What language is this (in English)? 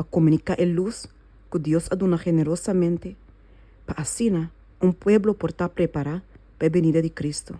Papiamento